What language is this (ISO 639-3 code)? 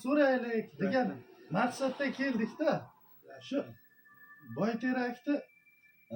uzb